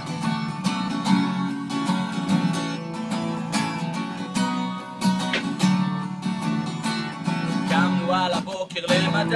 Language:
Hebrew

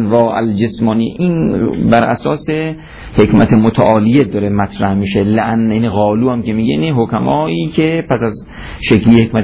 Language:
Persian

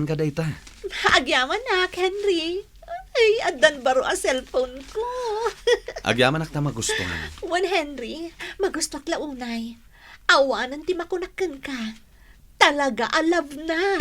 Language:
Iloko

